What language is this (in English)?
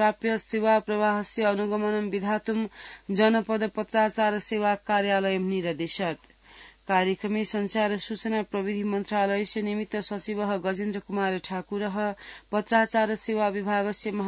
Sanskrit